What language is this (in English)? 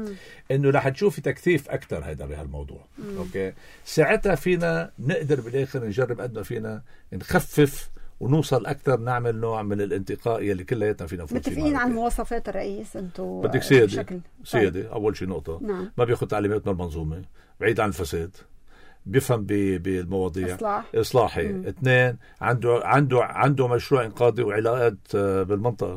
North Levantine Arabic